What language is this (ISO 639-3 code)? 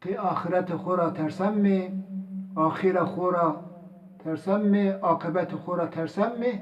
zza